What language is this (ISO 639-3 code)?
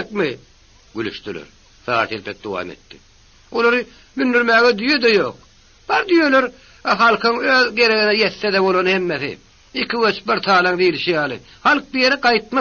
tuk